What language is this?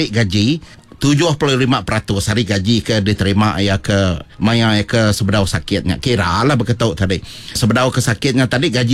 Iban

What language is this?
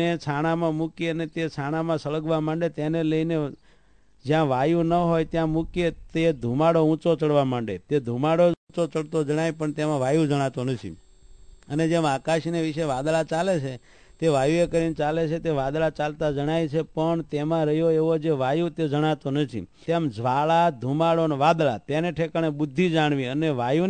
Gujarati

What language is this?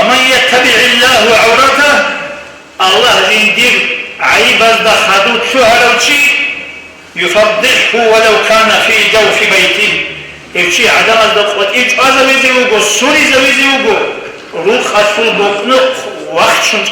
Avaric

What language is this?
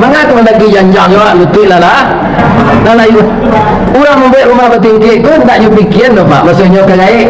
Minangkabau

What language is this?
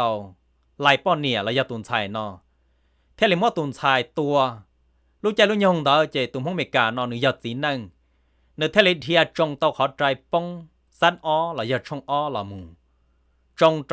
Hmong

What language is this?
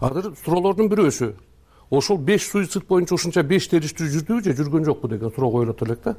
Kyrgyz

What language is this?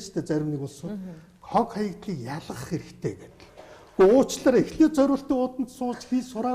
Mongolian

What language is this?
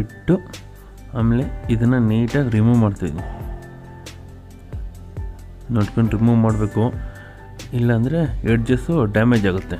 Kannada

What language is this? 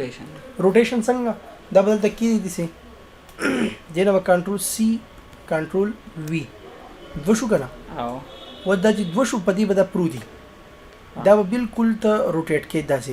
Pashto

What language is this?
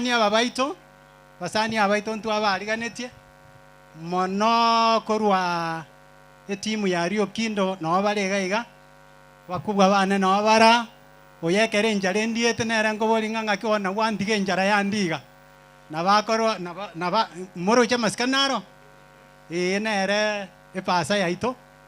Gusii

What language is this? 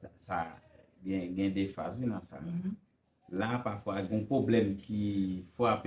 Haitian Creole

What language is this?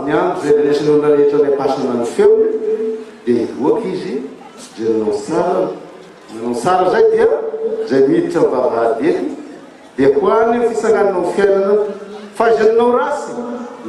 Malagasy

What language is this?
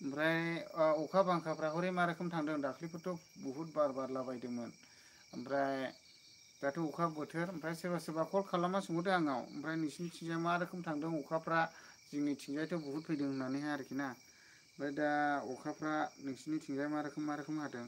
Bodo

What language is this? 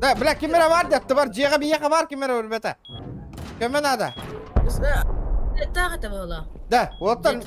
Yakut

